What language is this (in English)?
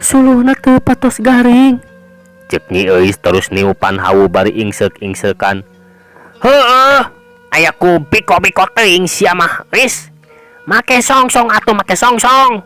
Sundanese